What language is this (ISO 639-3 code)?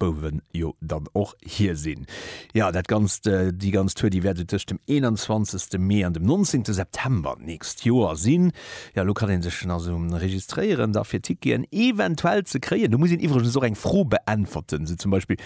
ltz